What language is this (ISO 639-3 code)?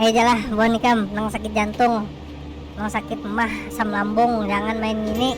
bjn